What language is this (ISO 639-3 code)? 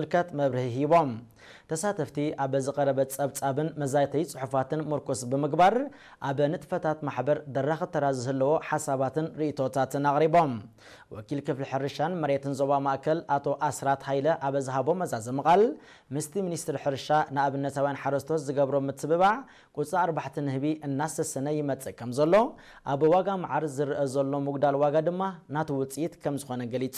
tir